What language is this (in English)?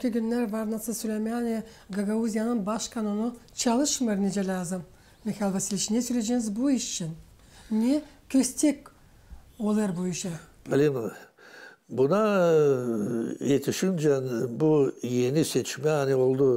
Gagauz